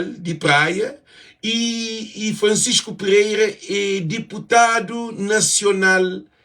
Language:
Kabuverdianu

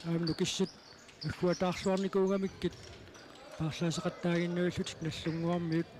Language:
Kalaallisut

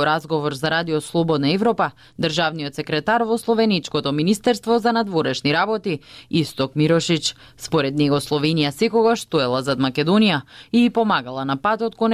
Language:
Macedonian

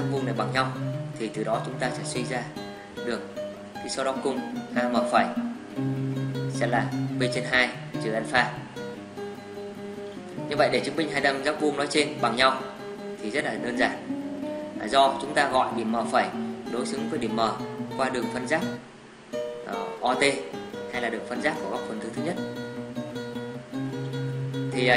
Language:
Vietnamese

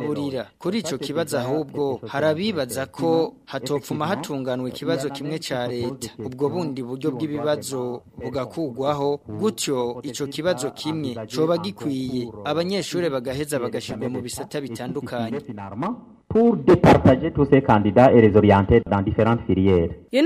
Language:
Rundi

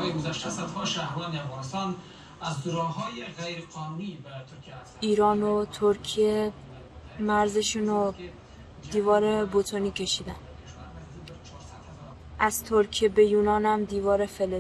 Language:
Persian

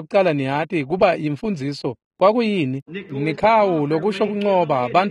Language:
Swati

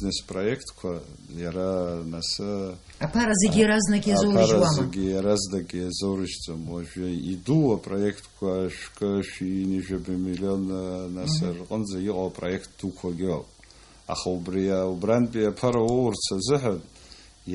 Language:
Abkhazian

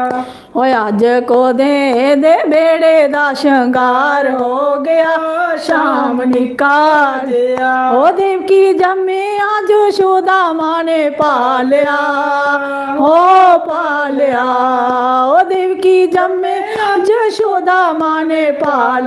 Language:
Dogri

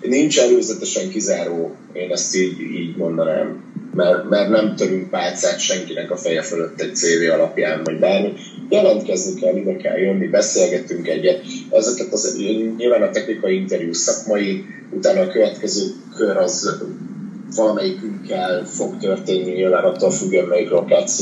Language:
Hungarian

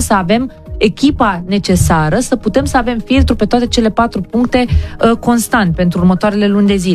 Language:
Romanian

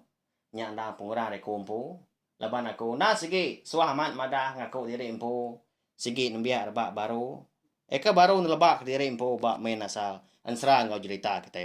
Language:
Iban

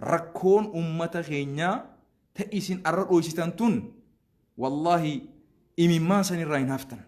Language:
Oromo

